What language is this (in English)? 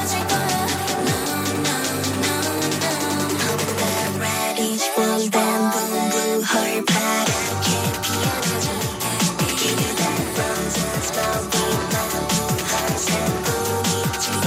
English